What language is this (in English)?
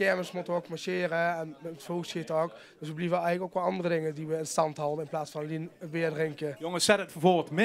Limburgish